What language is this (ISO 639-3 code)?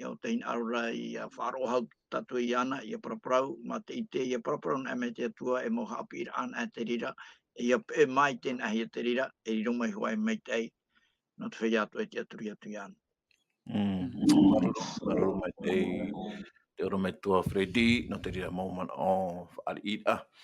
tah